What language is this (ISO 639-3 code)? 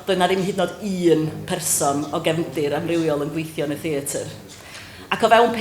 cym